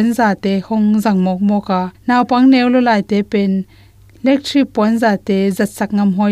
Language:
Tedim Chin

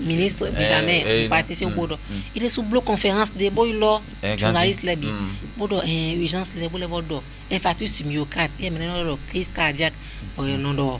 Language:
Fon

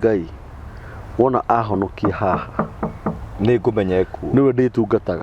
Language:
Kikuyu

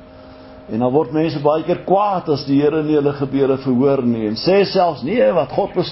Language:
Afrikaans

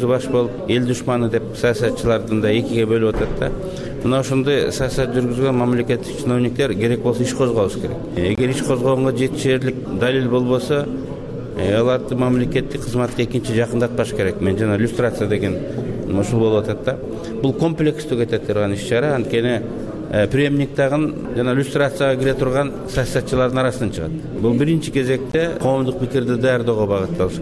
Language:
Kyrgyz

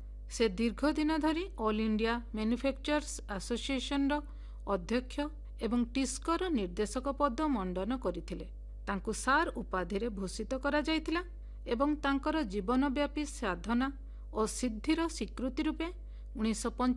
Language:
Odia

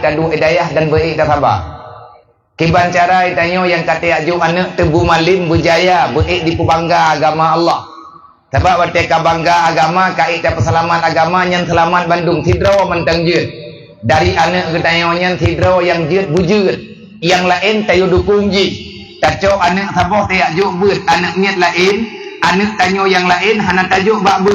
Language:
Achinese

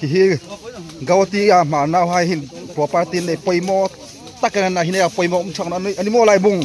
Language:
Hmar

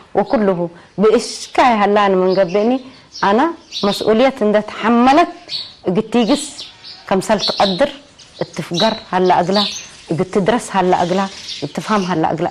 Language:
Tigrinya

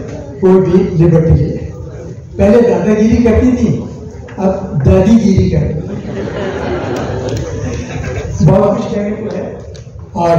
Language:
Hindi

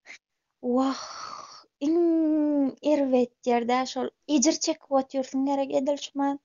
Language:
Turkmen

